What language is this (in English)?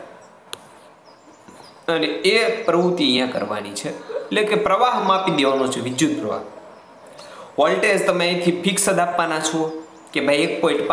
Gujarati